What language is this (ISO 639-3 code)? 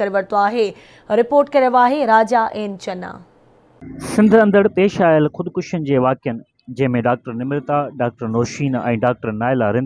snd